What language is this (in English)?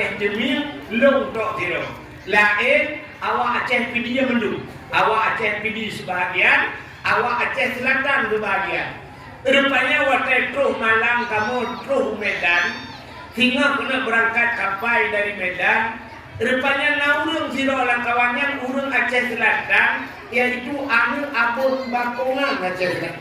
Achinese